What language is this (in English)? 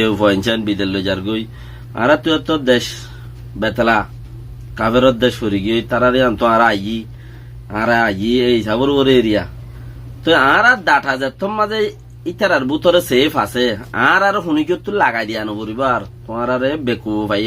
Rohingya